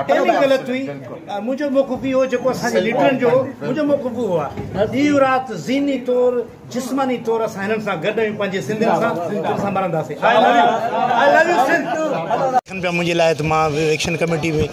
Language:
Sindhi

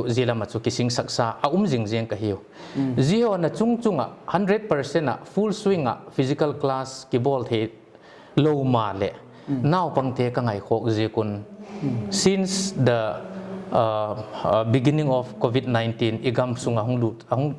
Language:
Paite Chin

